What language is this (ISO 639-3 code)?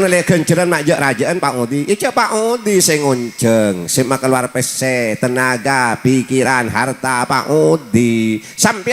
mad